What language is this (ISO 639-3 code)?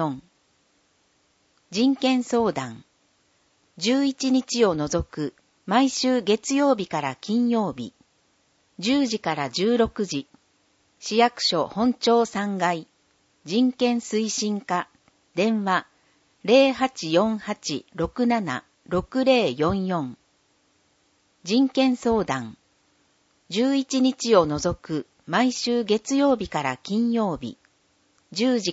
jpn